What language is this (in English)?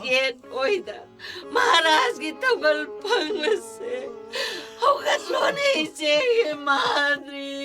Manipuri